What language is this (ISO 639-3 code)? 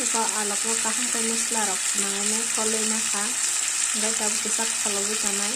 trp